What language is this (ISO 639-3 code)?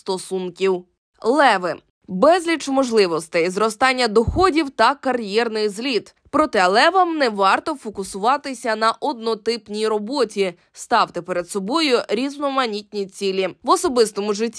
ukr